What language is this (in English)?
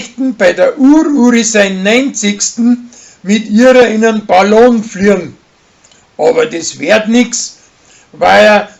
Bavarian